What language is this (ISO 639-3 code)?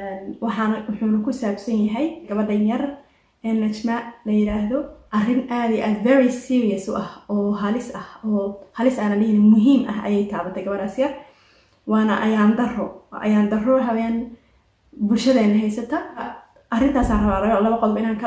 som